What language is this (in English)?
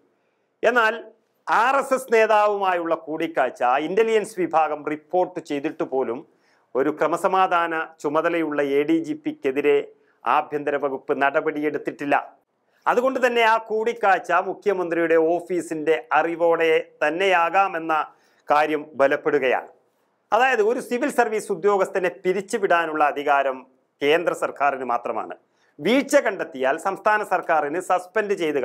Malayalam